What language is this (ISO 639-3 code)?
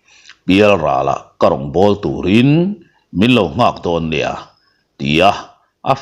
lus